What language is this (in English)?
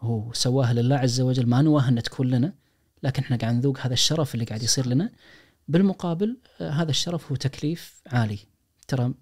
Najdi Arabic